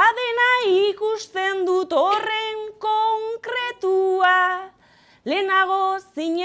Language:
Basque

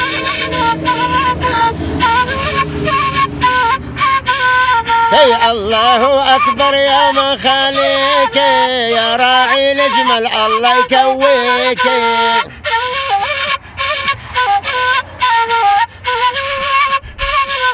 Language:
South Levantine Arabic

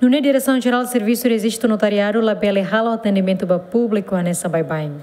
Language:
Tetum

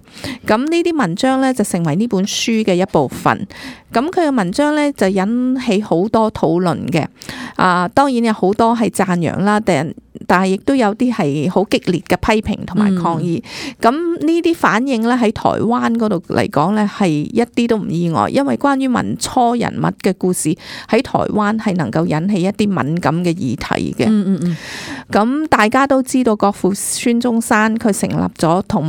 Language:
Cantonese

